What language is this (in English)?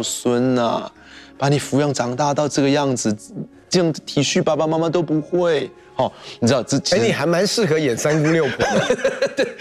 Chinese